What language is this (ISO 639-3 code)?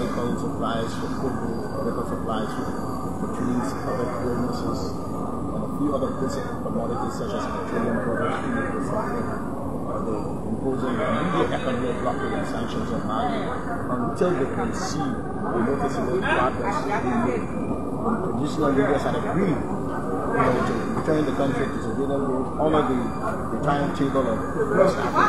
eng